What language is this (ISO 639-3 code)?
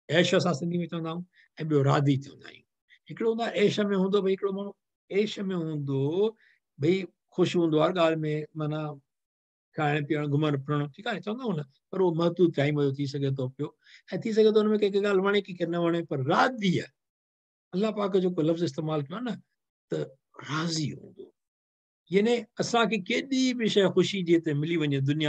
snd